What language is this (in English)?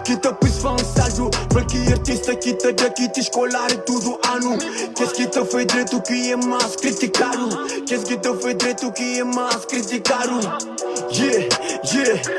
Kabuverdianu